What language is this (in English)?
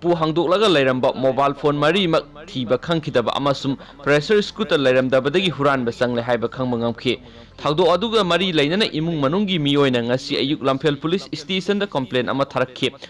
Manipuri